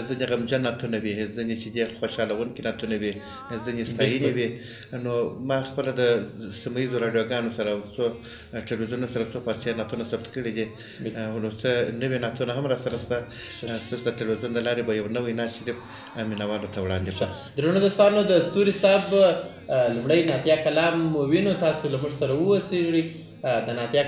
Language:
Pashto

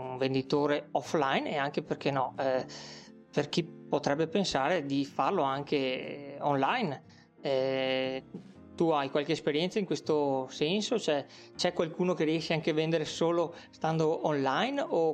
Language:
Italian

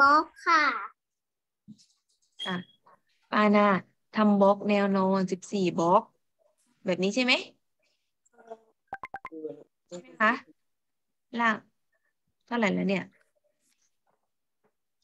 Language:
Thai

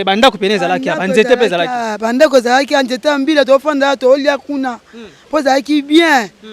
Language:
Lingala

